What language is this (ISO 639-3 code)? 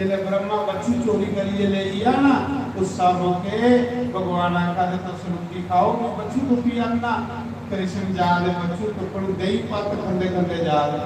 doi